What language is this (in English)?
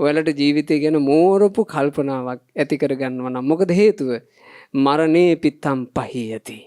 Sinhala